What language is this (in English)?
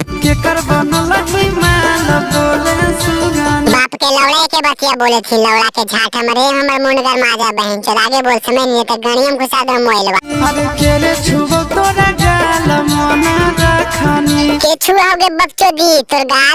Magahi